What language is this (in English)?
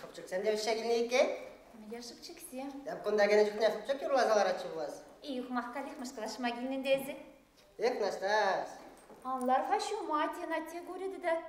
Bashkir